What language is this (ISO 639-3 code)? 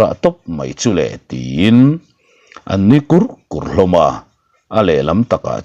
lus